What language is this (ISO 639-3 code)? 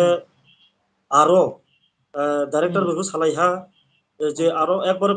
ria